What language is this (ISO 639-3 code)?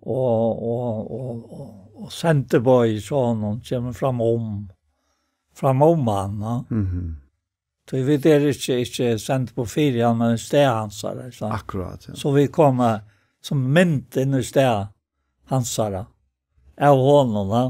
fao